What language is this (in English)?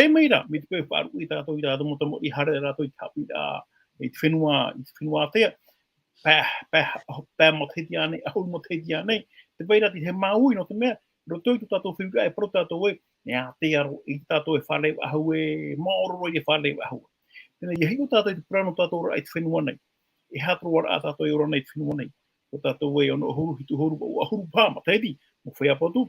Tahitian